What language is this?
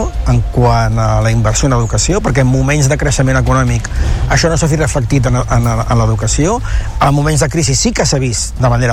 Catalan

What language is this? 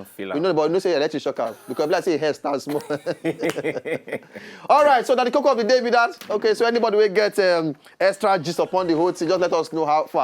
Nigerian Pidgin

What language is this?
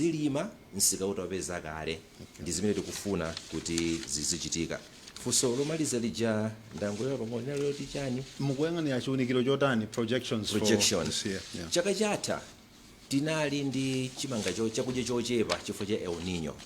Nyanja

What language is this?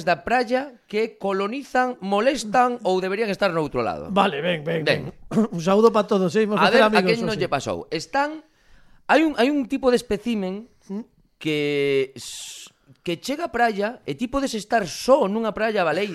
Galician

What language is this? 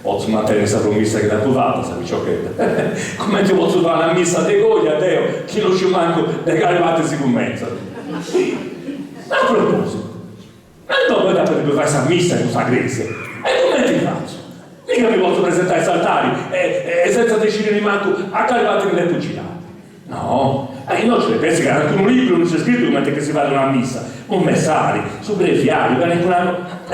Sardinian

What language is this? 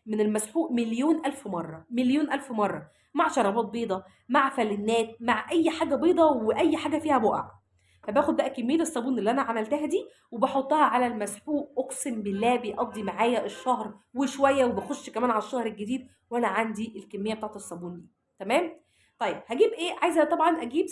Egyptian Arabic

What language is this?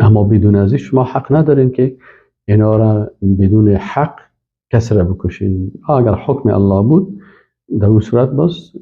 Persian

